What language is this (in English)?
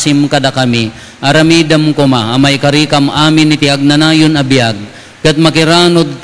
Iloko